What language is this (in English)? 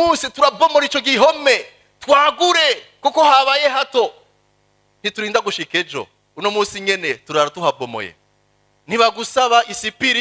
Rundi